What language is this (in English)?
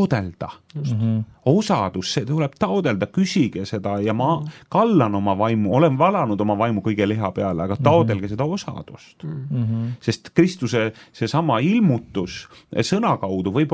Estonian